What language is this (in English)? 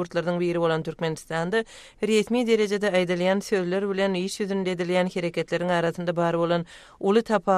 Turkmen